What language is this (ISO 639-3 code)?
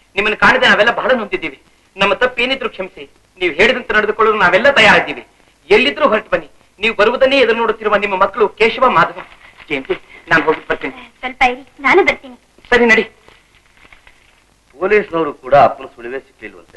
kan